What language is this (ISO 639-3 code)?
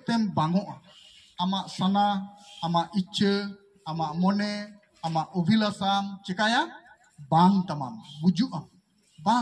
sat